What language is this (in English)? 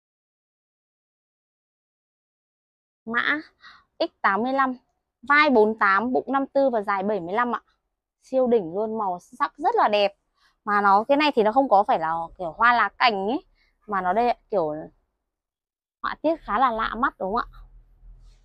Vietnamese